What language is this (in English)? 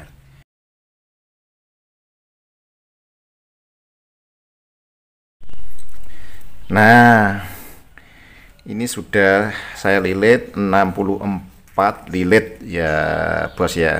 Indonesian